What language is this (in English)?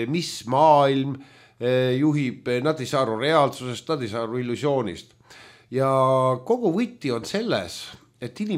Estonian